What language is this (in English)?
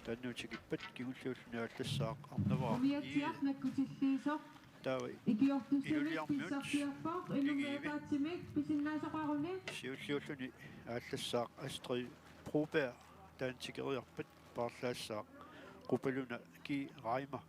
Kalaallisut